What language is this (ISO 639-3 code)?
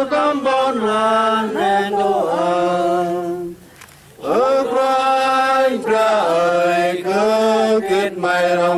cmo